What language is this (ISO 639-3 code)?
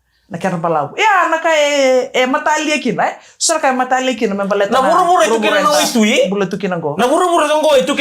fij